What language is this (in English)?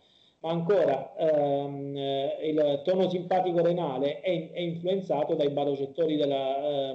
Italian